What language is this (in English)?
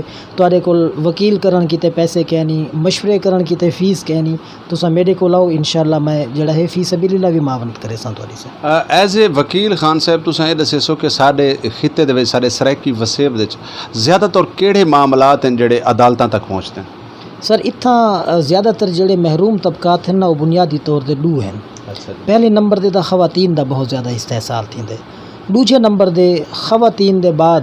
Saraiki